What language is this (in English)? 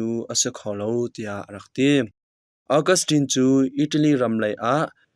Hakha Chin